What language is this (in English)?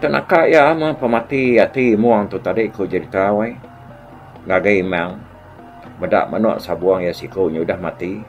Iban